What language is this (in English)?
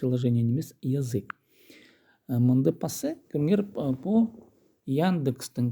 Khakas